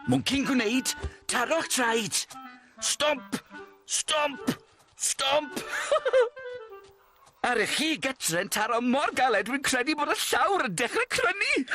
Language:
Welsh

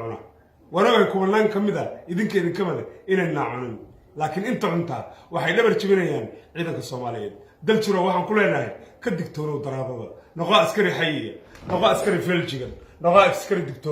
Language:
Somali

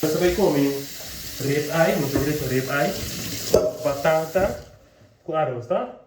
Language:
Papiamento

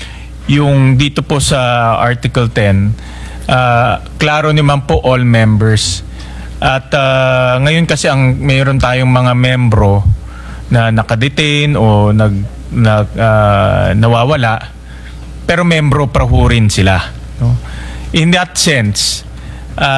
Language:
Filipino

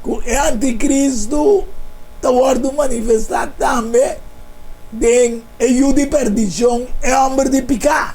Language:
Papiamento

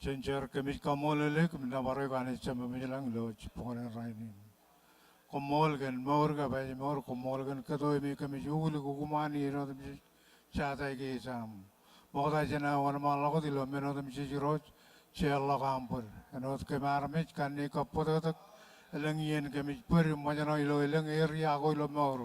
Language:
Marshallese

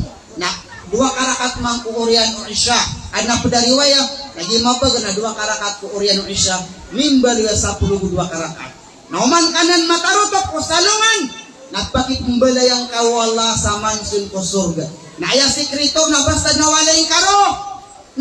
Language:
Maranao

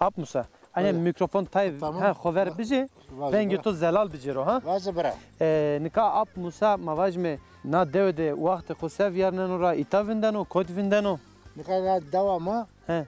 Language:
Zaza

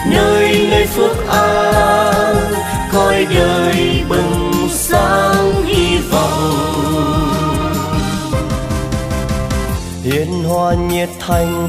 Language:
Vietnamese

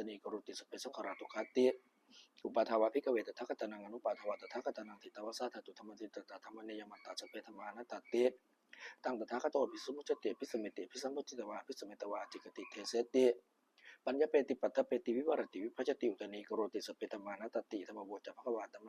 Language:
Pali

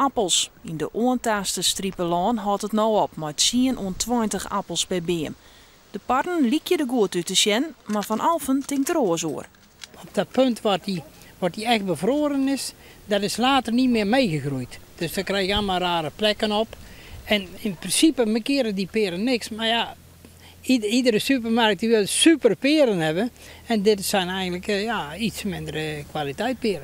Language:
Western Frisian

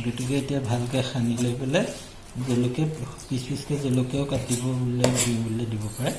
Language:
Assamese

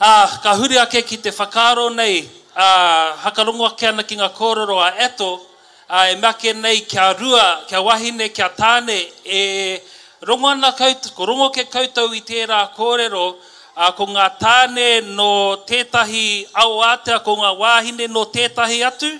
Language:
Māori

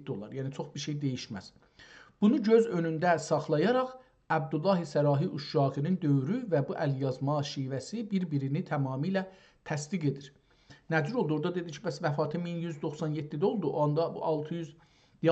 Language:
South Azerbaijani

